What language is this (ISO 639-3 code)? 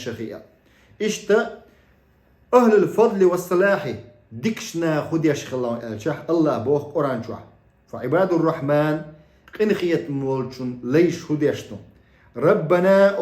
che